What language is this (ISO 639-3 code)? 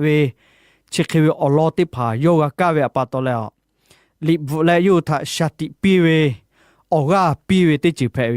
lhu